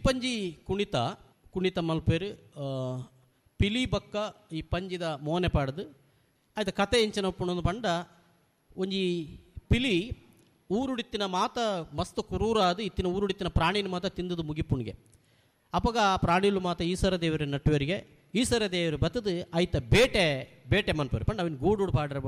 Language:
Tulu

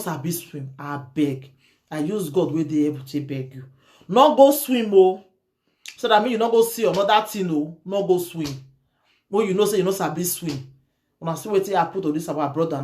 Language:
Nigerian Pidgin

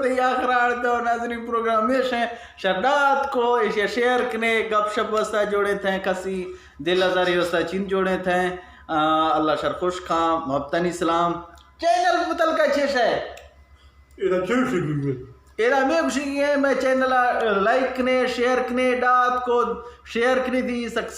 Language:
Eastern Balochi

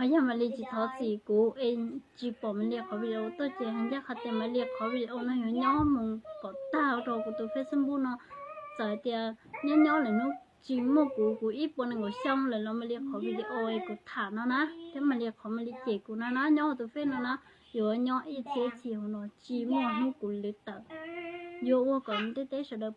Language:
Hmong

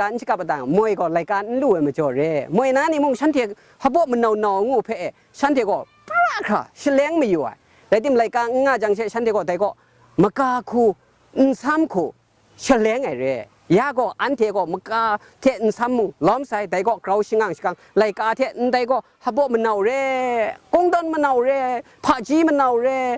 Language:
Kachin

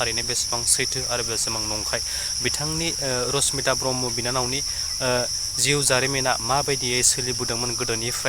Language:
Bodo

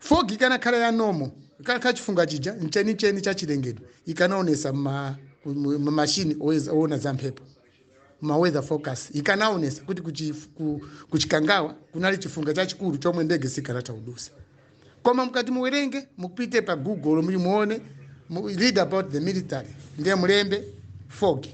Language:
Nyanja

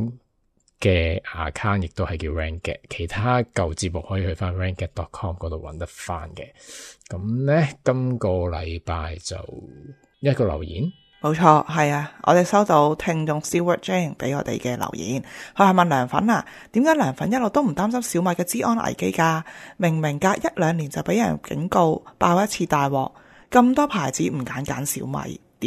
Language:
Cantonese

